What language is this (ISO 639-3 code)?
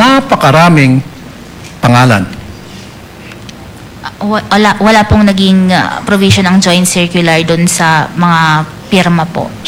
fil